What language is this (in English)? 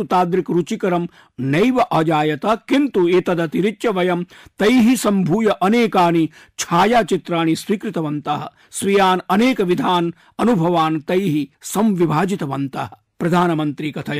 Sanskrit